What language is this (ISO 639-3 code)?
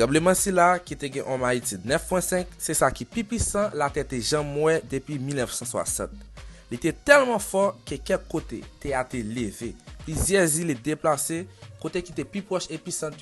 hat